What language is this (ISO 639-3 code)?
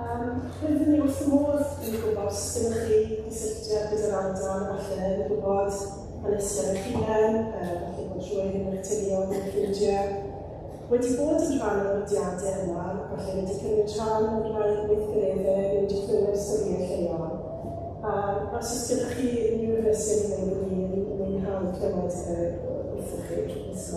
cym